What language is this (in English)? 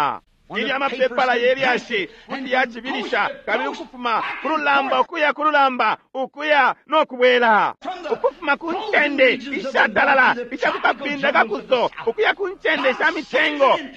Bemba